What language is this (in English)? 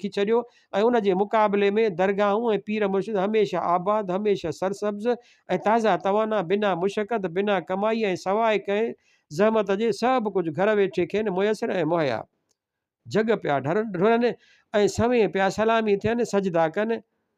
Sindhi